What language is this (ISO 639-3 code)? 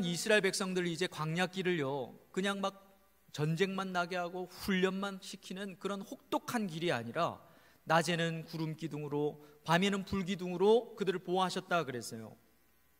kor